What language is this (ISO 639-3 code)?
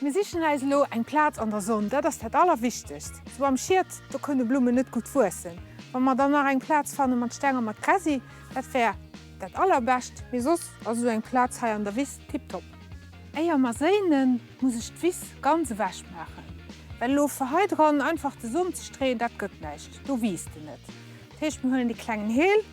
ltz